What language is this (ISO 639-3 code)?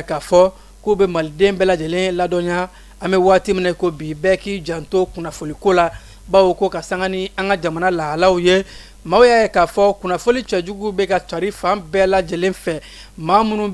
bam